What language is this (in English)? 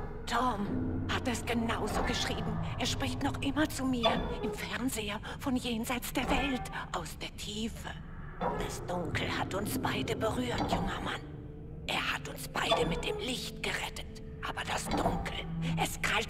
Bavarian